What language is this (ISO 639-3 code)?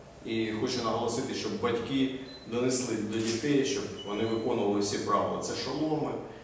ukr